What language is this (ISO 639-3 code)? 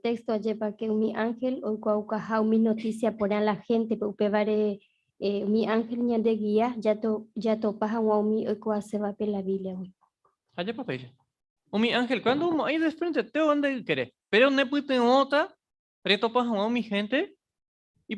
grn